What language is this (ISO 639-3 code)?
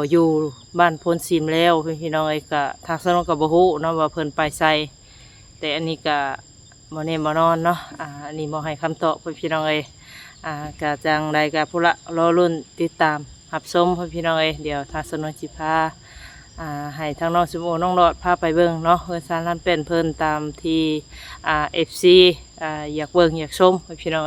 tts